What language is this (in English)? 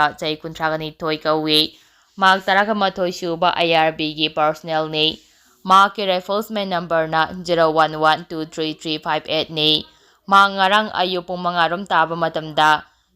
Manipuri